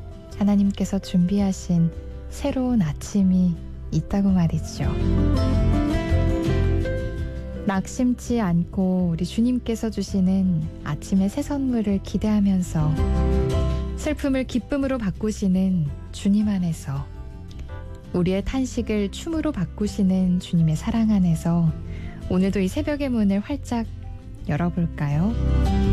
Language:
Korean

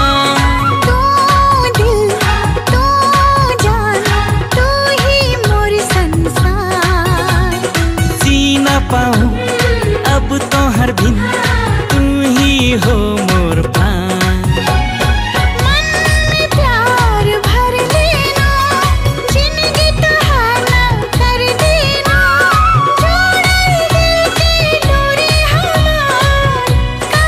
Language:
Bhojpuri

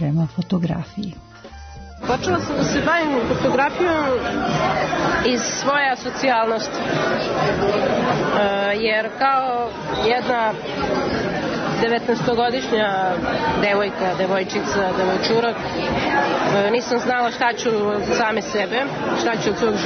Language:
Serbian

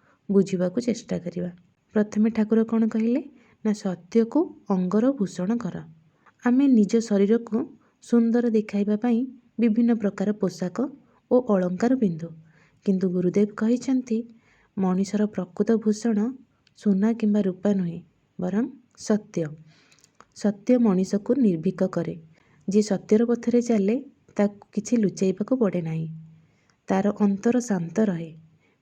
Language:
Odia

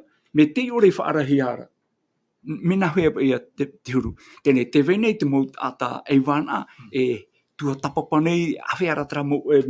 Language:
Tahitian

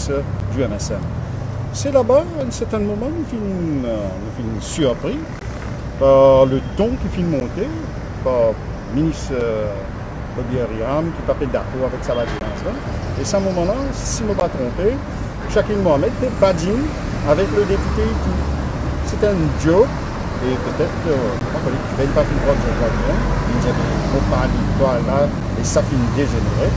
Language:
Morisyen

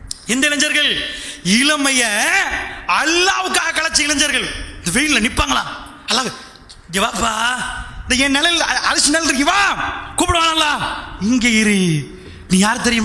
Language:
Tamil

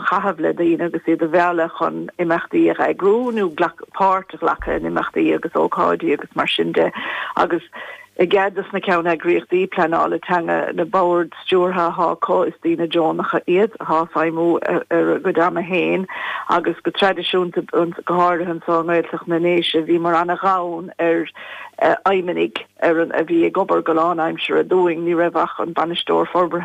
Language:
Irish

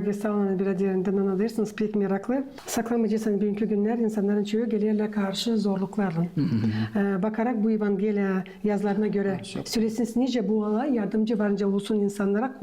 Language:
Gagauz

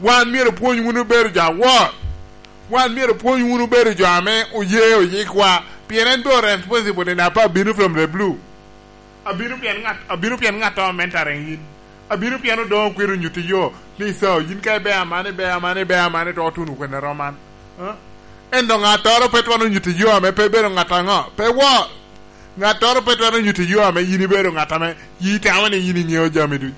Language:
Lango (Uganda)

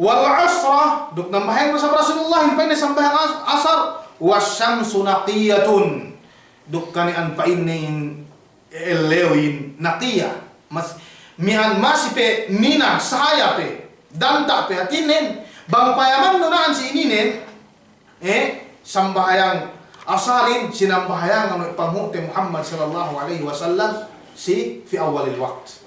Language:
Yakan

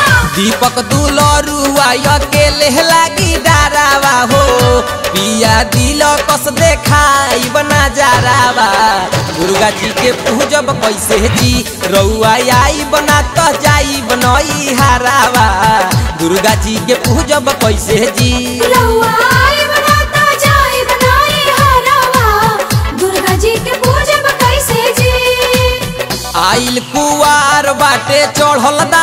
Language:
Bhojpuri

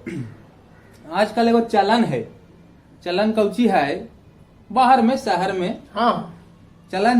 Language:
Magahi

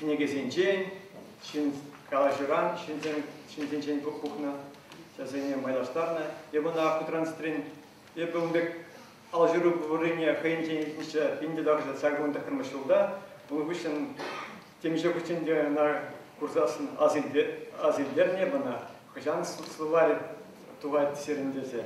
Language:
Chuvash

